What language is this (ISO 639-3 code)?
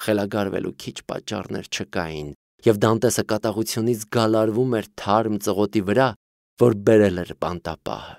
hye